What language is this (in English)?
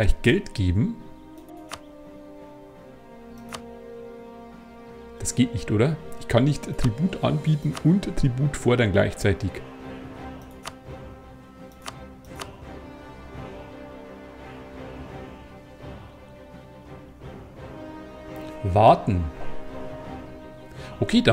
German